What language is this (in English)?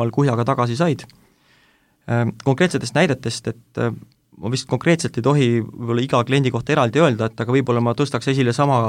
Estonian